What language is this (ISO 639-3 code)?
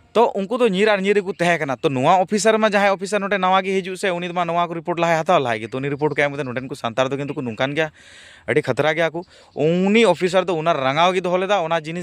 sat